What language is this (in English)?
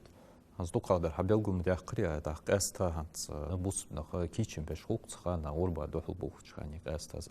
Ingush